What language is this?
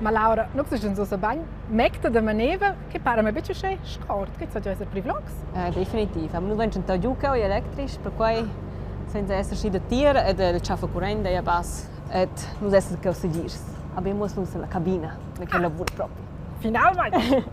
Romansh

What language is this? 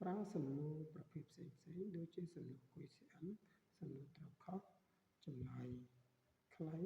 Khmer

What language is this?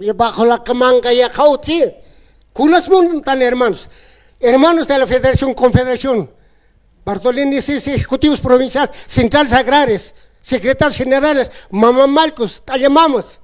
Aymara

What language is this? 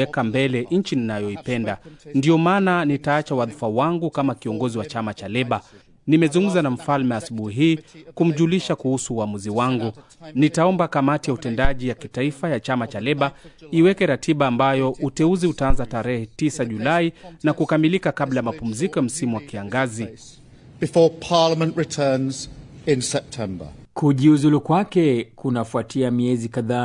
Swahili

